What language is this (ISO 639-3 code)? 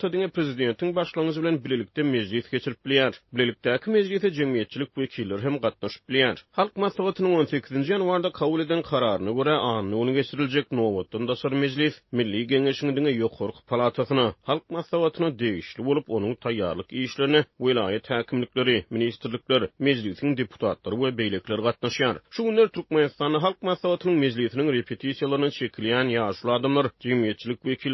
tuk